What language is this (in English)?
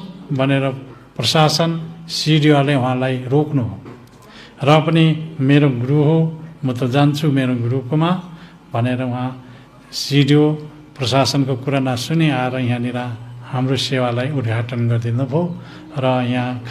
Nepali